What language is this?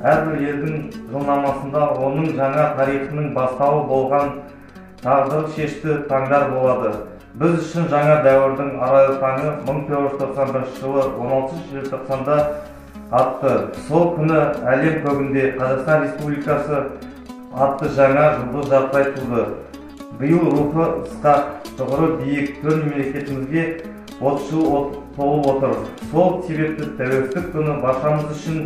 Kazakh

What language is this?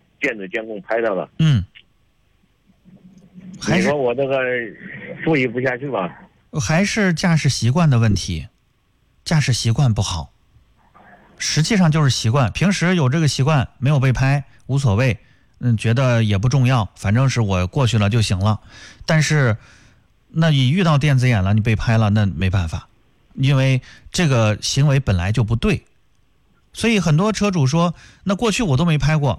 Chinese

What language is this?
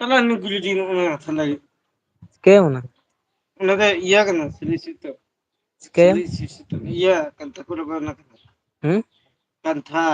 Santali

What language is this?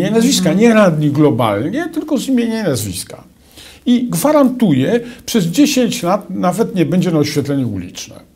Polish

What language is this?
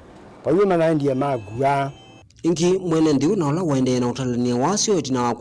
Kamba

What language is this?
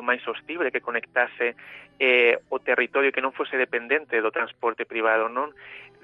Galician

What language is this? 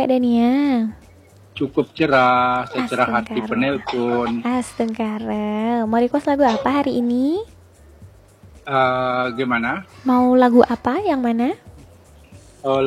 Indonesian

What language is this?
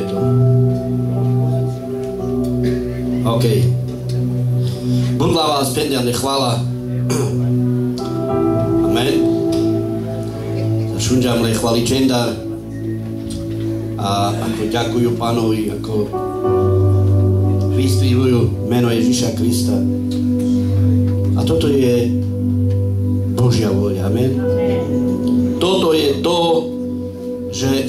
Slovak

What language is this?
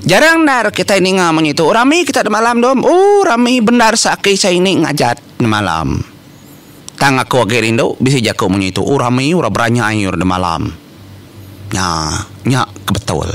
Iban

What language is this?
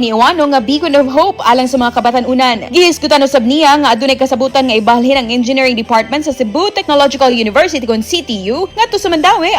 Cebuano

